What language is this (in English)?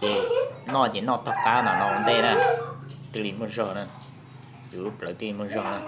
Hmong